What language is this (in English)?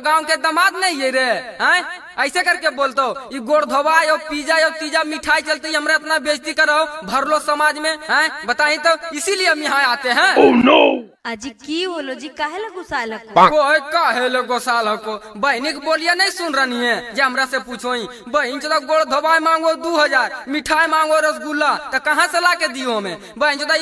Magahi